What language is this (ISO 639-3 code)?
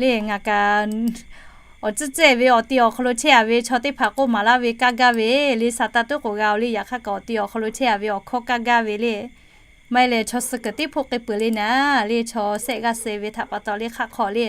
lhu